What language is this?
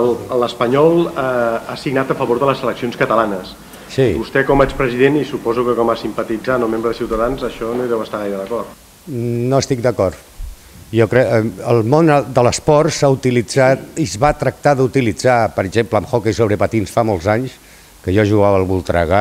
Catalan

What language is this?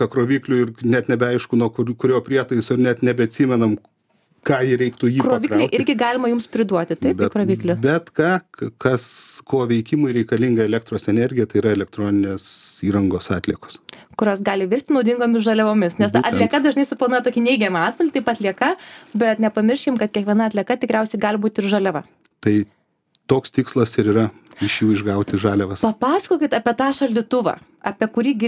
Lithuanian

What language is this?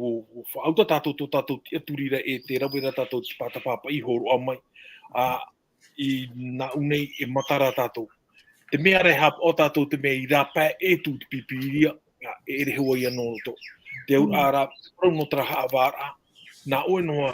Tahitian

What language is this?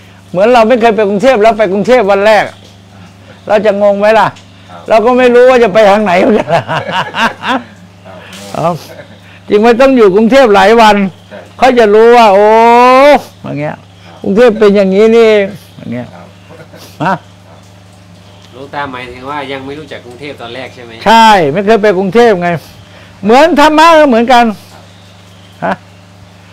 Thai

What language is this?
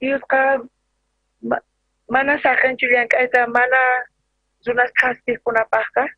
South Bolivian Quechua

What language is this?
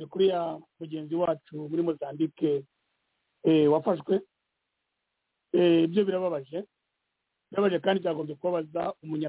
Kinyarwanda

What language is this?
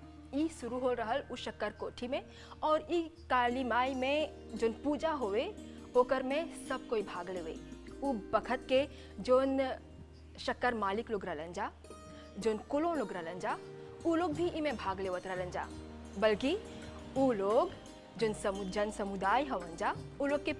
Bhojpuri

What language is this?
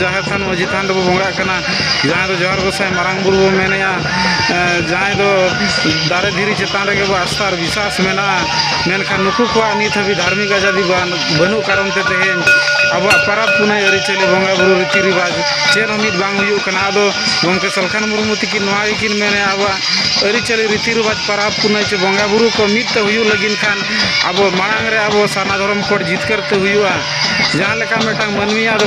Santali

